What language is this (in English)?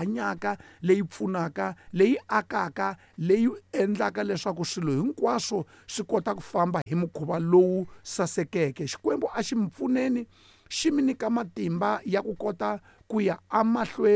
Tsonga